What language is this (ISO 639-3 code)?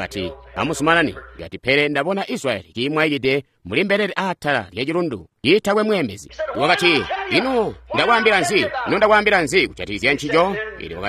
toi